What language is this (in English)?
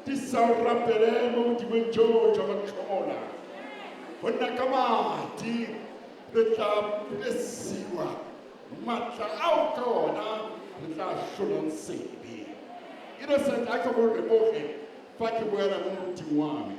Tswana